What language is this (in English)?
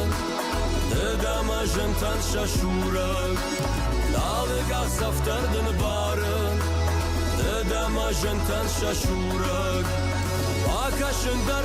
Ossetic